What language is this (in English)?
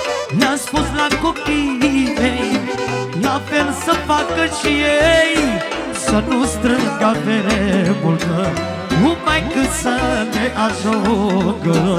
Romanian